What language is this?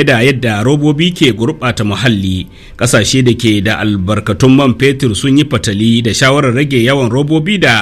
Hausa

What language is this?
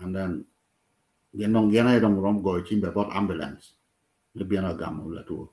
Acoli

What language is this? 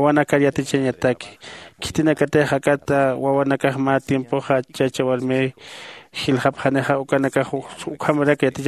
Aymara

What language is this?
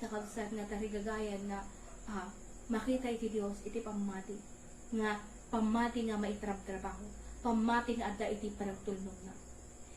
Iloko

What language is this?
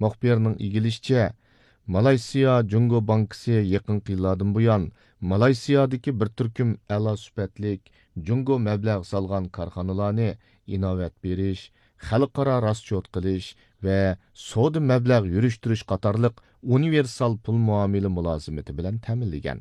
Uyghur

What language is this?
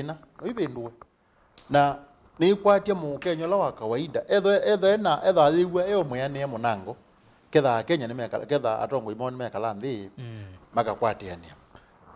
Kamba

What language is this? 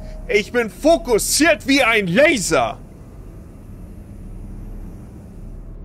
German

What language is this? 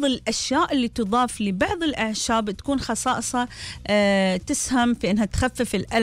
Gulf Arabic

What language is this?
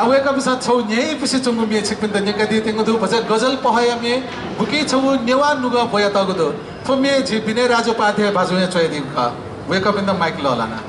Newari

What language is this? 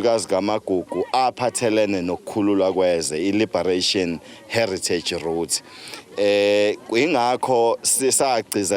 Zulu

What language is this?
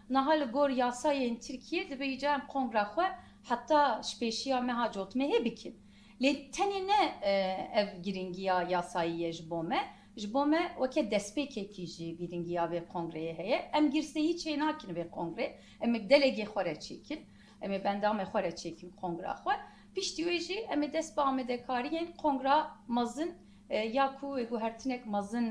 Kurdish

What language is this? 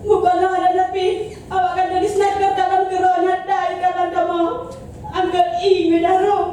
Achinese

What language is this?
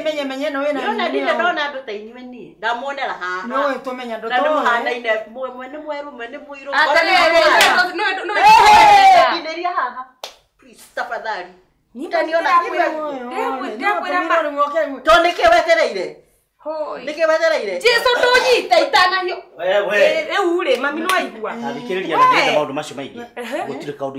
Kikuyu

